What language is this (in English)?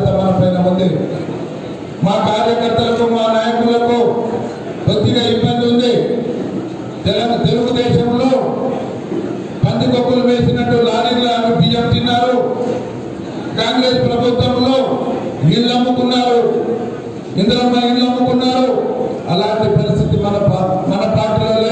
Telugu